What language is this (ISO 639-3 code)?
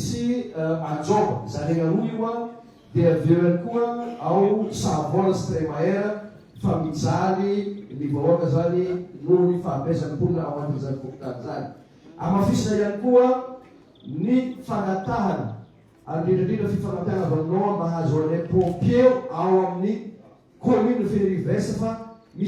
mlg